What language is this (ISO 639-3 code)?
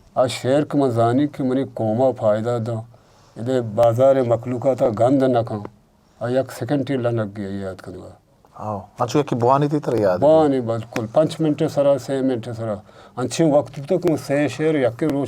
bgp